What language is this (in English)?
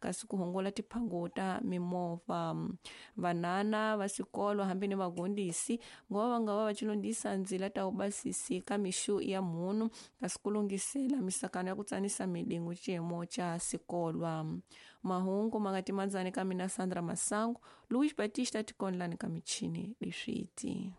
Tsonga